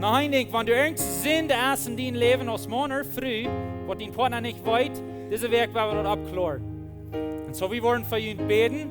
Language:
Plautdietsch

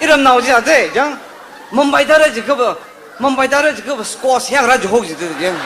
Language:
Tangkhul Naga (India)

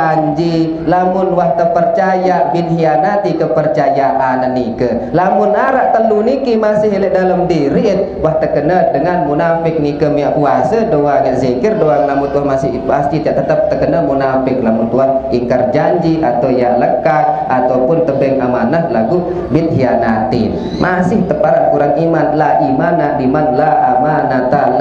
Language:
Sasak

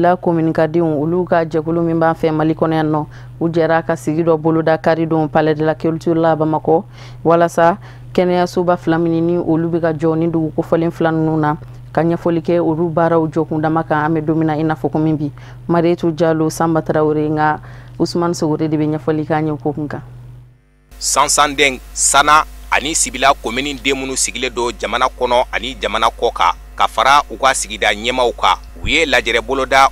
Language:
Bambara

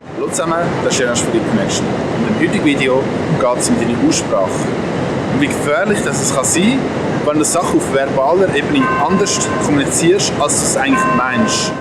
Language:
Swiss German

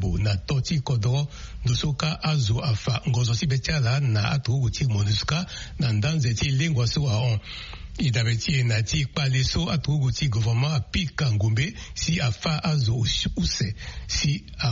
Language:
Sango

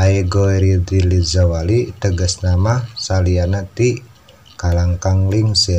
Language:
Sundanese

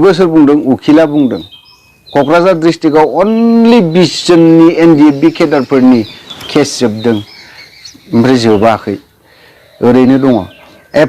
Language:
Bodo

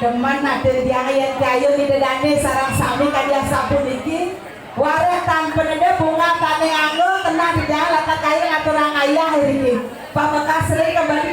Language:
Balinese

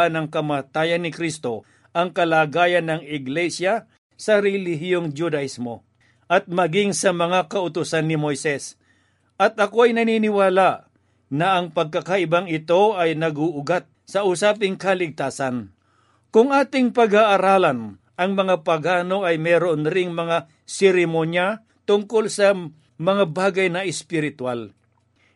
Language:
Filipino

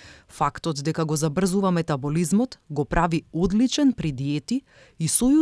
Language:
Macedonian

